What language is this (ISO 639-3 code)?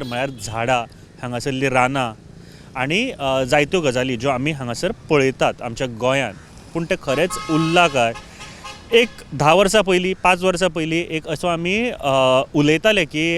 kok